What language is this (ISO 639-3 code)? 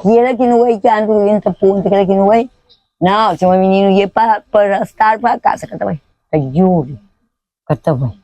kea